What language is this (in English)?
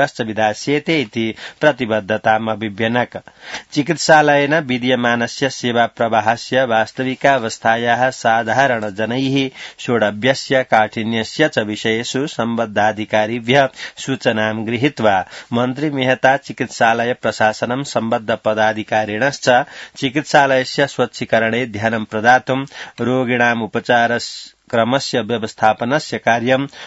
Sanskrit